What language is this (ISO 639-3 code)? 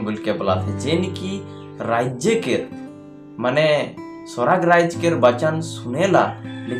sck